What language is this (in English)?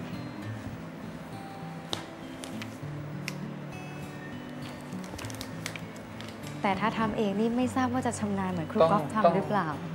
Thai